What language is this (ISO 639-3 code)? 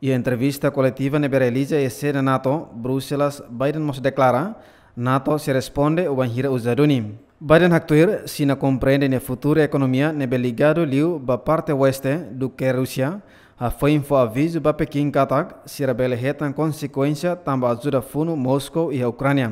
tet